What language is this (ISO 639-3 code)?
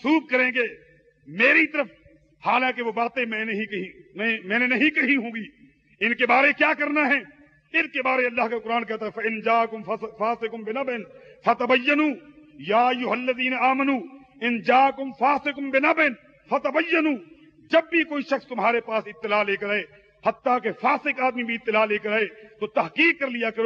urd